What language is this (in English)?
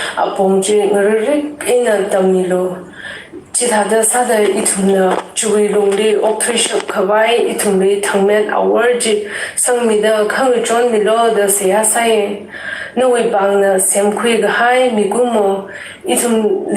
Tangkhul Naga (India)